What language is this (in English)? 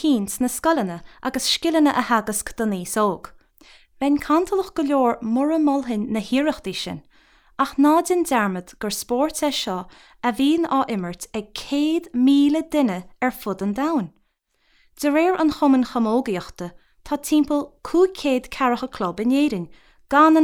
Irish